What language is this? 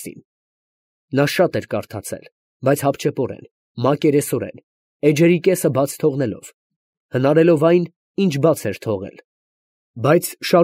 Armenian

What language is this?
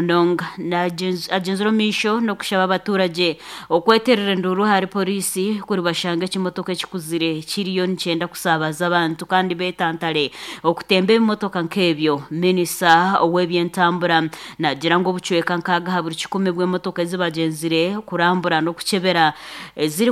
Nyankole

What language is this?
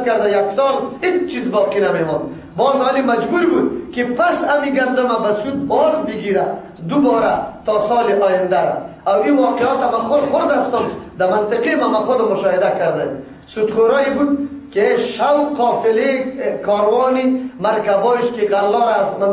Persian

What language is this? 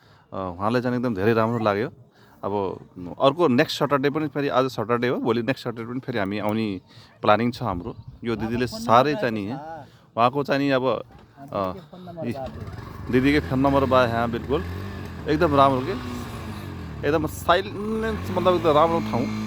Nepali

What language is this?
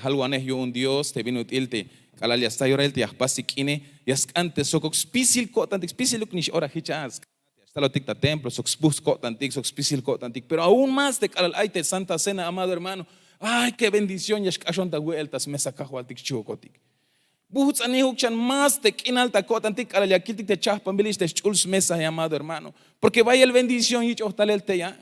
Tzeltal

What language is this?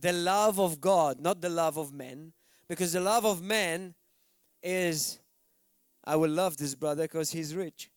English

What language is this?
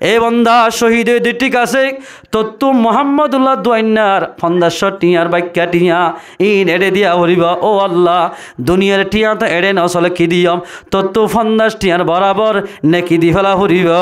Rohingya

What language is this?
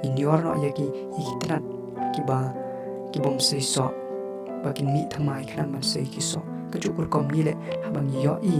Khasi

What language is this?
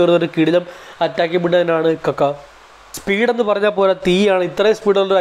Malayalam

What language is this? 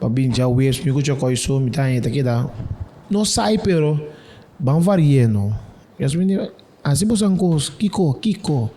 Papiamento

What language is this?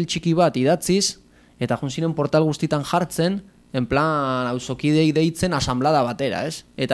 Basque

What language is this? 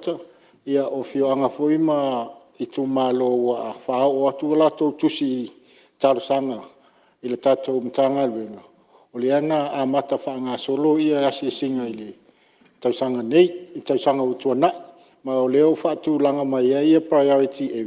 Samoan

